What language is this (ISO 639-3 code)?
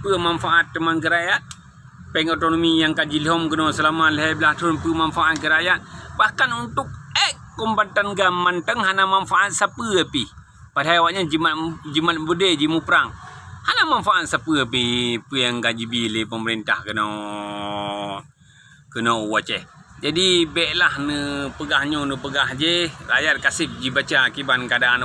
ace